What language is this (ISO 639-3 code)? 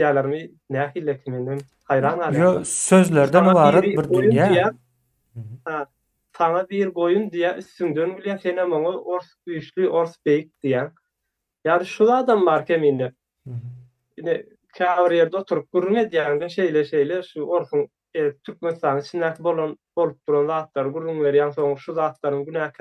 tuk